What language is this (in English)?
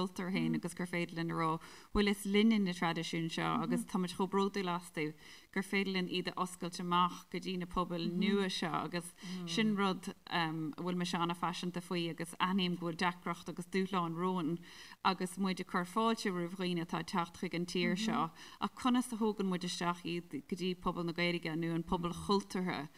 Irish